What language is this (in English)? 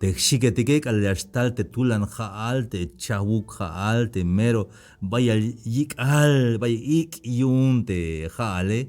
Tzeltal